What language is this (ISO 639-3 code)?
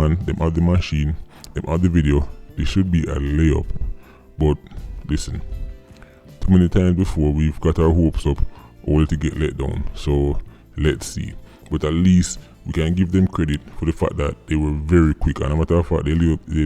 jam